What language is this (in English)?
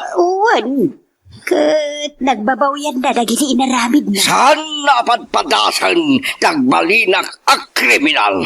Iloko